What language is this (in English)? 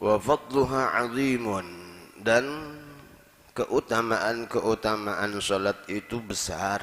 Banjar